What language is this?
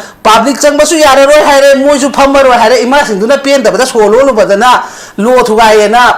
Manipuri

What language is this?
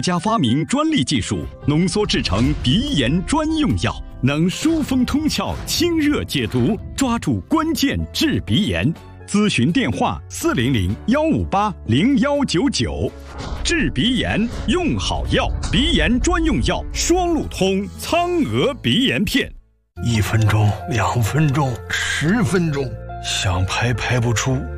Chinese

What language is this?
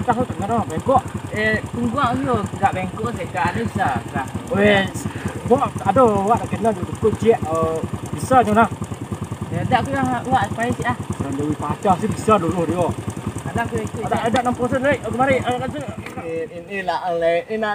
Minangkabau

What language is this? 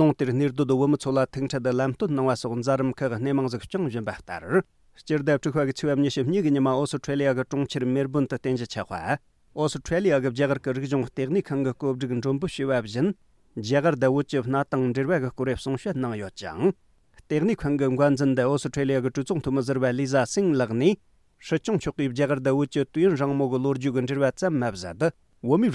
Tibetan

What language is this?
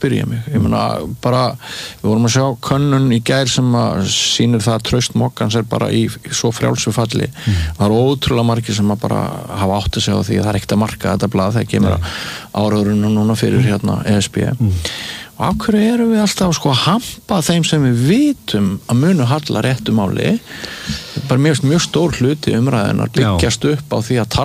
Icelandic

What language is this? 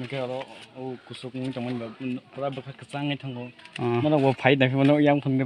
Kok Borok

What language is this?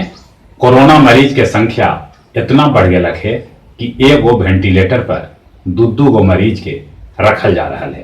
Magahi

